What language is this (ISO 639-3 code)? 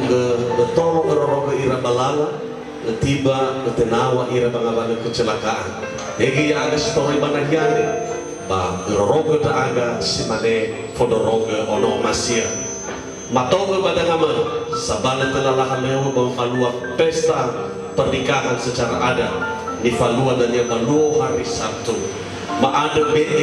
nia